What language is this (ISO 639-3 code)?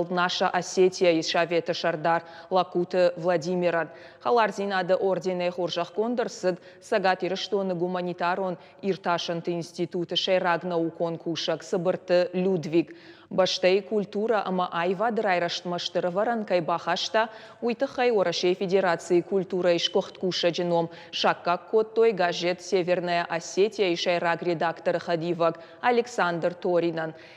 oss